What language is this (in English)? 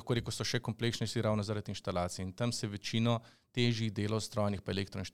Slovenian